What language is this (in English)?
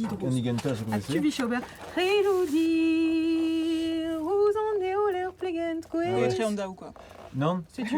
Breton